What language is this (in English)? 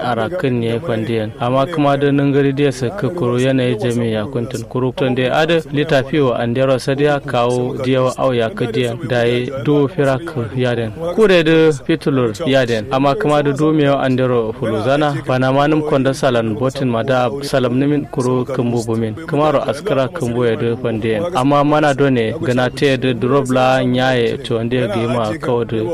Kanuri